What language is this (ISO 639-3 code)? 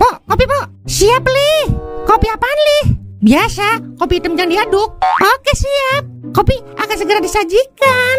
bew